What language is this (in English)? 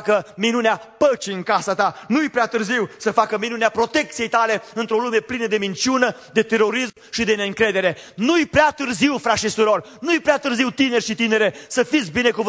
Romanian